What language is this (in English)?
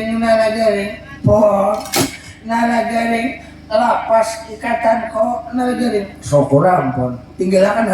Banjar